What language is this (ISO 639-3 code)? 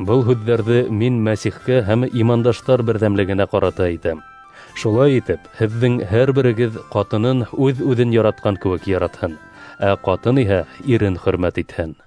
bak